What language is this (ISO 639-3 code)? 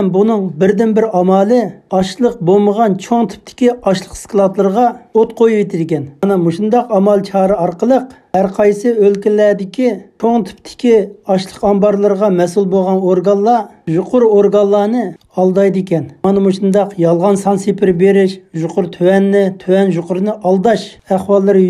uig